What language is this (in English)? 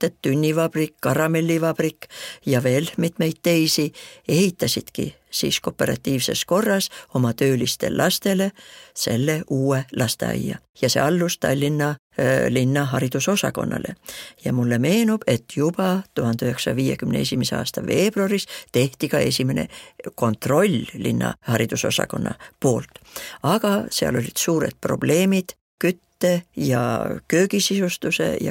Estonian